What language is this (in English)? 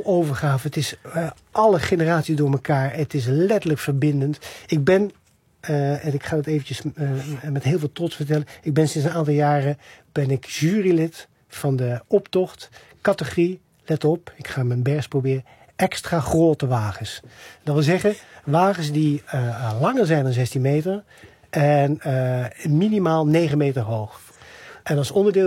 Dutch